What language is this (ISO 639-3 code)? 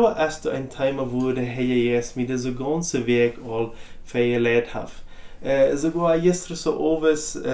pdt